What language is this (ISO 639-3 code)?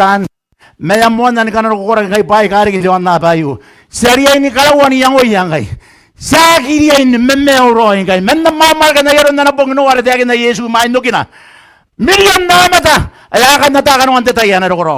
gil